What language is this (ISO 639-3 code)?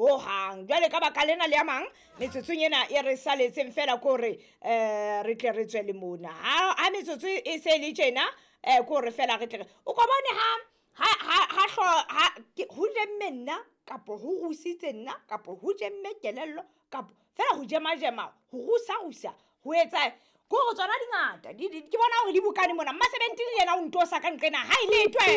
sot